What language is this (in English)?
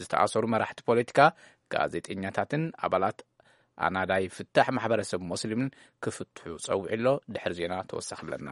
Tigrinya